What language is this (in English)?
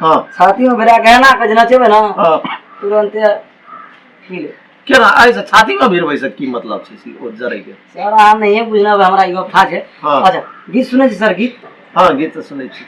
Maithili